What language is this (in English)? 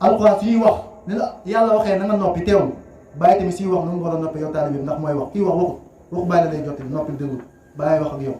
Wolof